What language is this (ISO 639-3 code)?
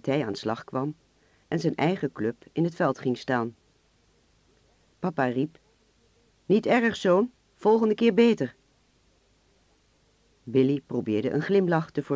nld